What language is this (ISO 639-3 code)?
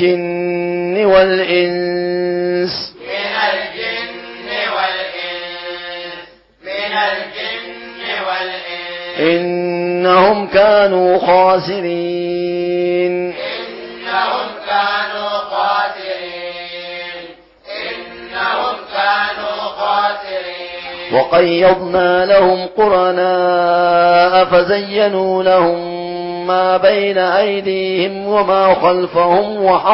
ara